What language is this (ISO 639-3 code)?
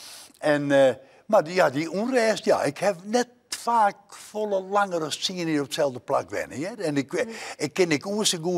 fry